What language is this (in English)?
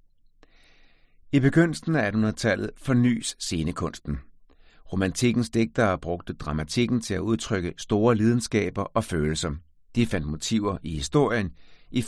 Danish